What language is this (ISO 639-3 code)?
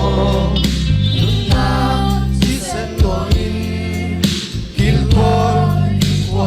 cfm